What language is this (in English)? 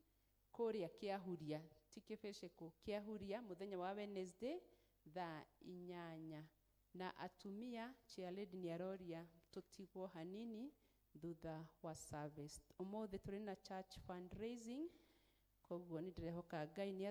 Kikuyu